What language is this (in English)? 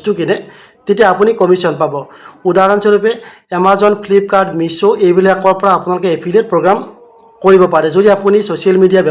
Assamese